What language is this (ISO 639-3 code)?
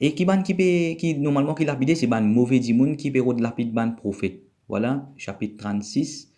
mfe